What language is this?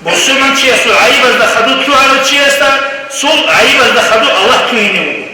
Avaric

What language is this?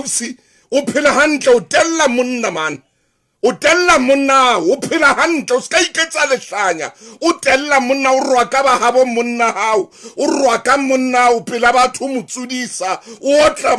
Southern Sotho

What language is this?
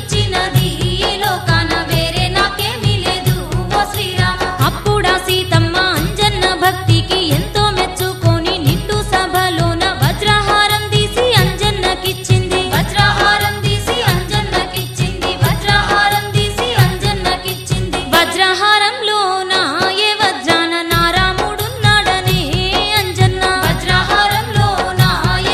Telugu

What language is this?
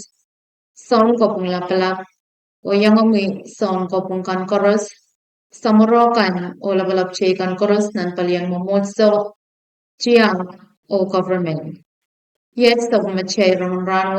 Pohnpeian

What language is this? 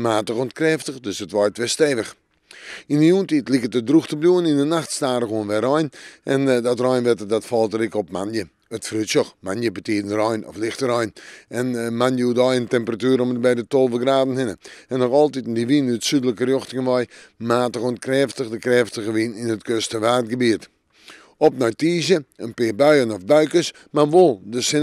Western Frisian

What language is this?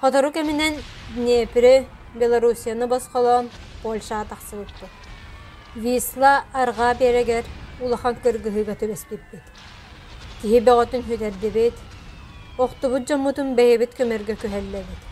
Yakut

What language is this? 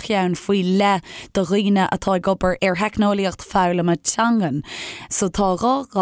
Irish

